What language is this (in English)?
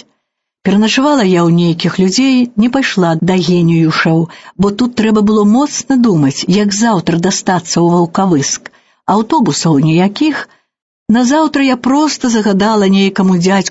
Belarusian